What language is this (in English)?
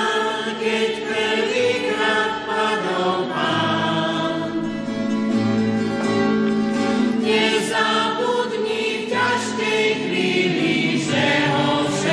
Slovak